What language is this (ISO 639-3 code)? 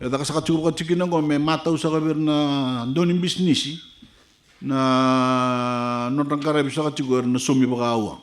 fij